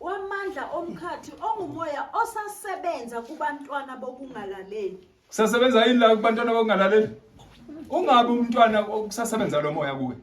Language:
Zulu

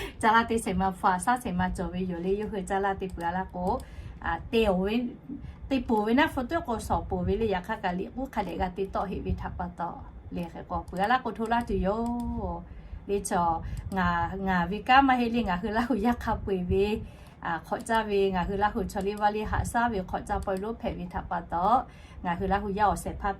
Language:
Lahu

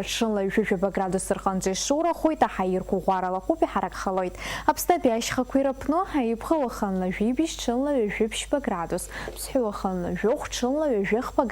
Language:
Abkhazian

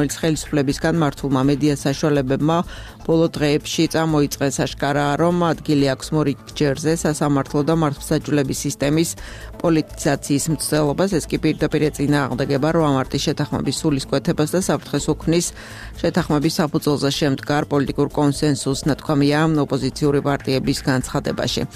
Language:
Georgian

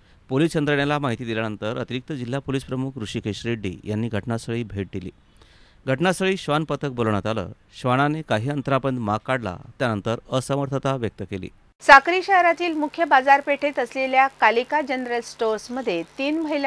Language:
Marathi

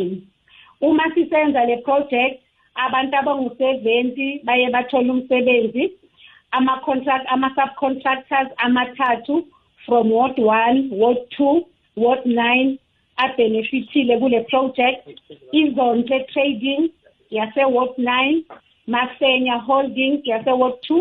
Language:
South Ndebele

